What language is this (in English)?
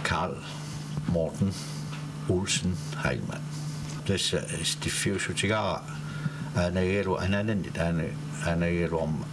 Kalaallisut